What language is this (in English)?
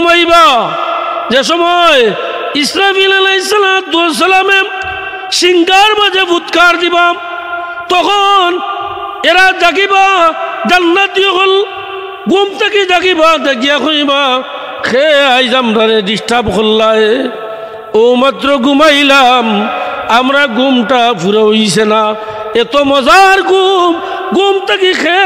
Sylheti